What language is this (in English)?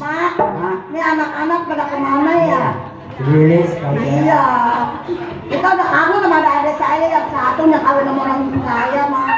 Betawi